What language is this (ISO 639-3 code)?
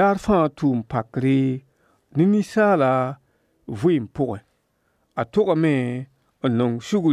mos